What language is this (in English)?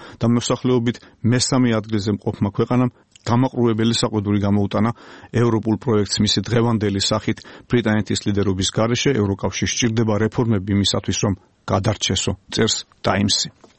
Georgian